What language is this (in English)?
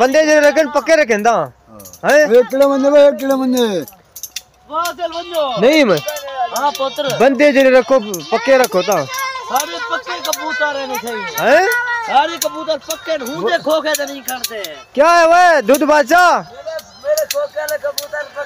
Saraiki